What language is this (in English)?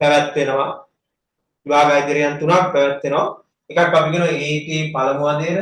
Sinhala